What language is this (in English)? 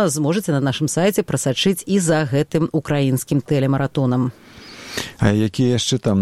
Belarusian